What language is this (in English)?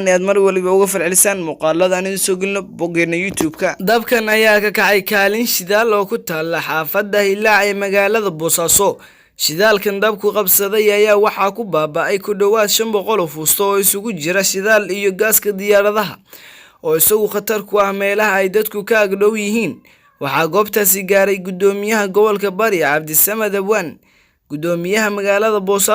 Somali